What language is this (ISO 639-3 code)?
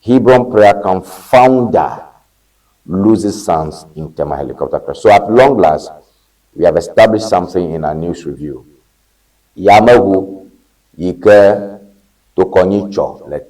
ewe